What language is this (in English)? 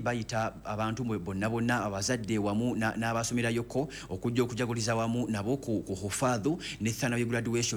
Ganda